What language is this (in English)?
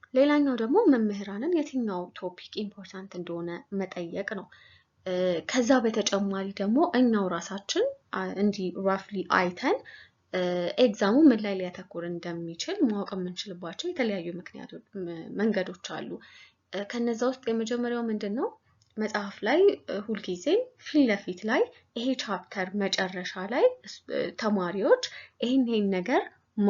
Amharic